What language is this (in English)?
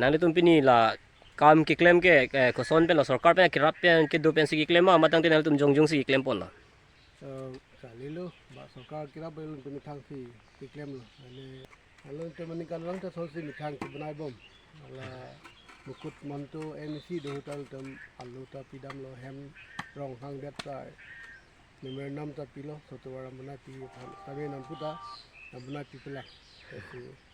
Karbi